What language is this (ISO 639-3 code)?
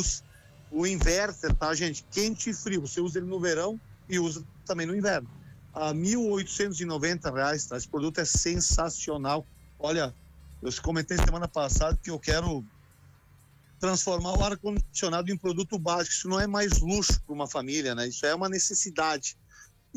por